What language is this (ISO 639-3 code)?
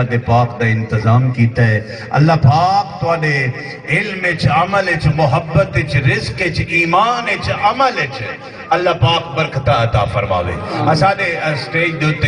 skr